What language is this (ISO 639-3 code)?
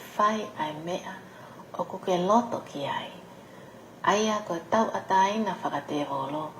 ton